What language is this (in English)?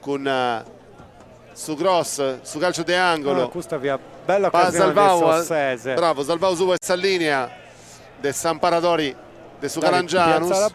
Sardinian